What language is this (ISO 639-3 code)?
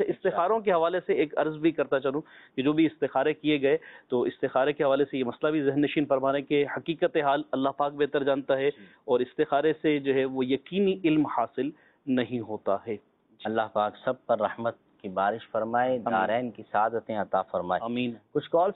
urd